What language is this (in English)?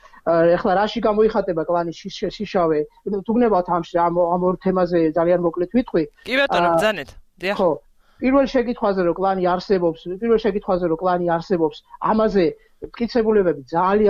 Georgian